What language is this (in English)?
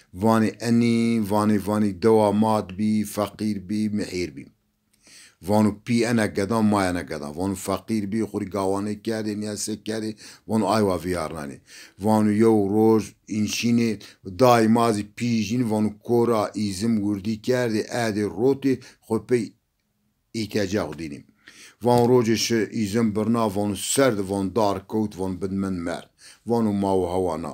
Zaza